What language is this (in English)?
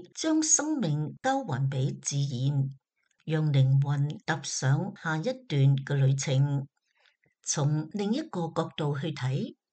Cantonese